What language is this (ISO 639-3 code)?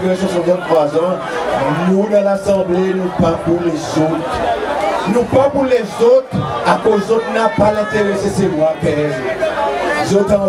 crs